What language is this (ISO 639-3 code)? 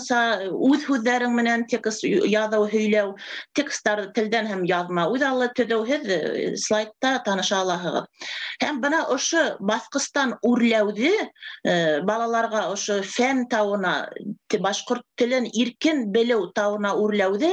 bak